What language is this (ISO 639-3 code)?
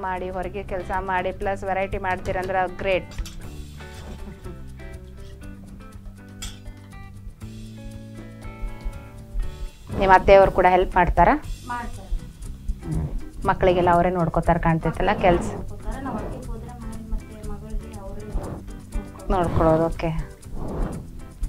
kan